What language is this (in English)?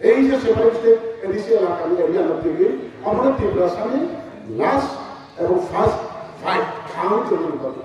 Kok Borok